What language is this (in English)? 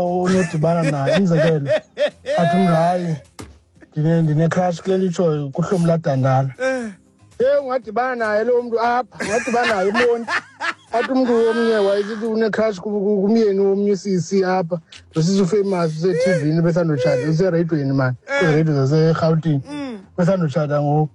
Xhosa